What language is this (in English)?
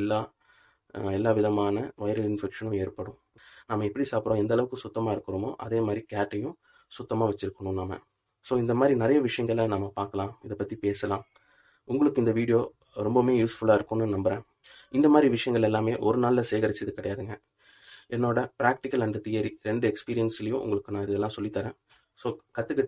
Tamil